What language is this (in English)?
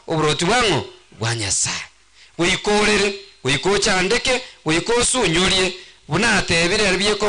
Gusii